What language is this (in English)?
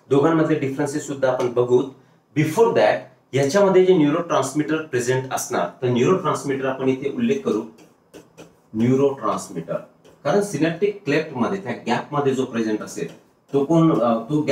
Marathi